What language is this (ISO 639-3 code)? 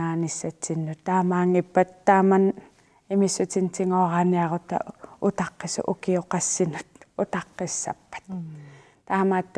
kal